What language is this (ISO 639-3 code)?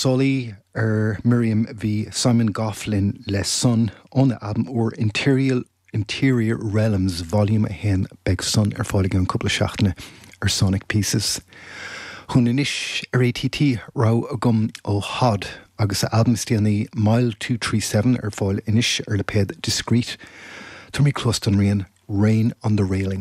gle